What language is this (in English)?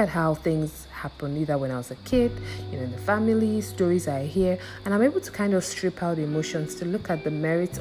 English